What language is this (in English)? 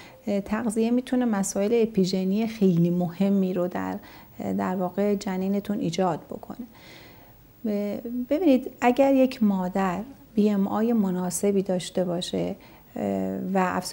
Persian